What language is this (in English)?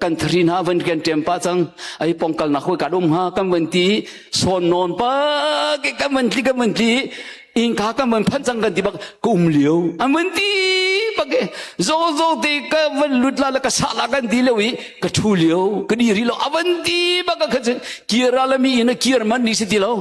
Hakha Chin